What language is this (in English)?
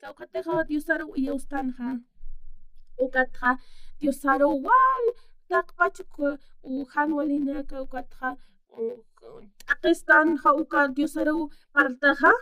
Aymara